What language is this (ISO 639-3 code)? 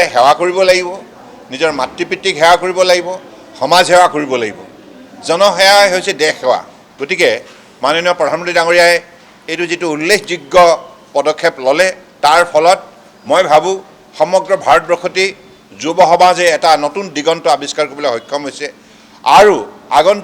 asm